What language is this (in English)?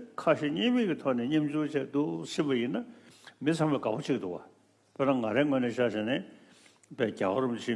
Tibetan